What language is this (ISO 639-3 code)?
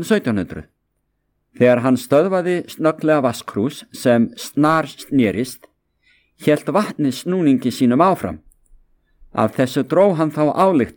isl